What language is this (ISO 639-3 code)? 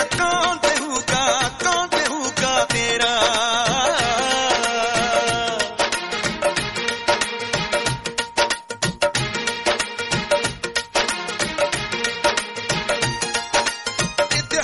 pan